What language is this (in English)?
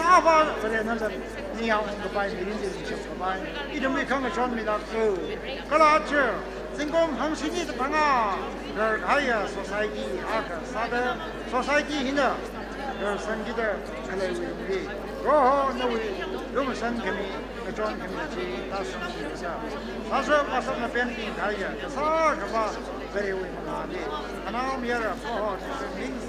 Tangkhul Naga (India)